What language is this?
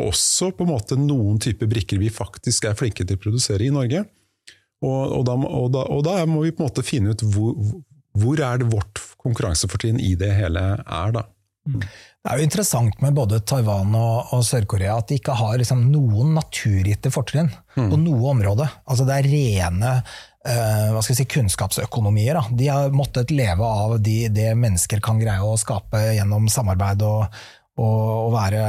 Norwegian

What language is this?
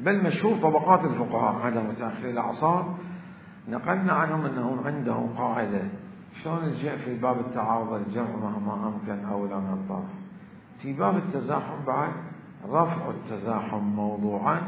Mesopotamian Arabic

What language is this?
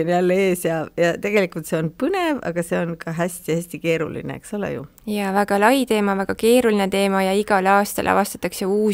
Estonian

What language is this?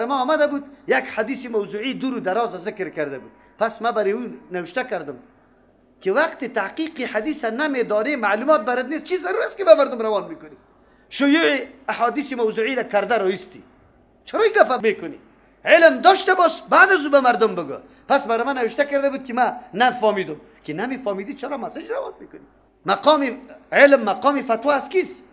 Persian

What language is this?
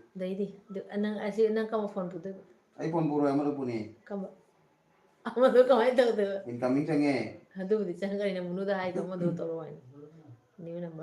Manipuri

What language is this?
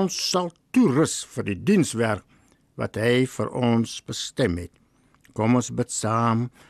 Afrikaans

